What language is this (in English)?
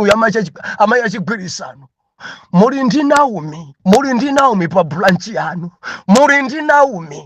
Nyanja